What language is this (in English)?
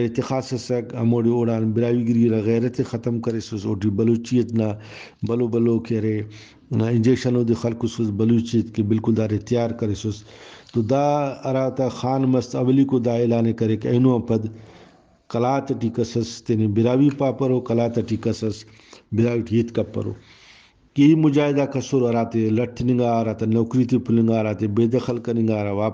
Brahui